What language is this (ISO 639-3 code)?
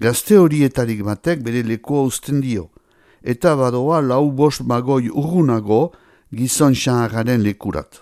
eus